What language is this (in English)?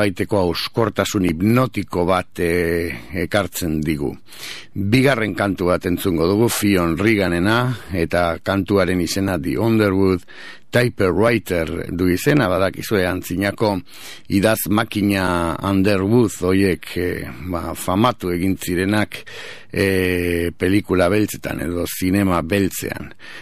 Basque